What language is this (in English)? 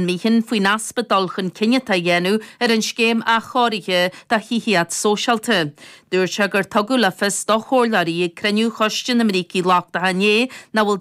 Irish